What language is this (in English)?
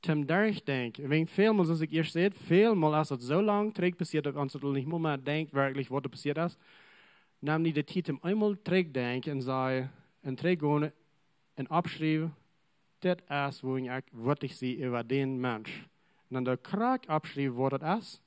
Plautdietsch